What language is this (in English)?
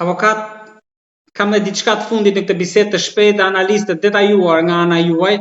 Albanian